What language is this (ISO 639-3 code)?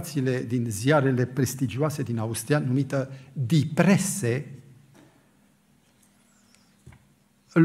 ron